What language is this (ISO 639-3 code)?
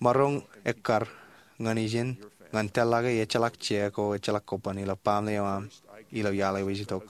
mah